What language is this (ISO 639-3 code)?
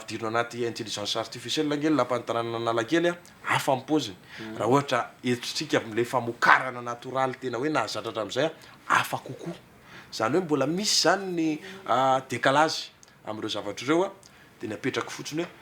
mlg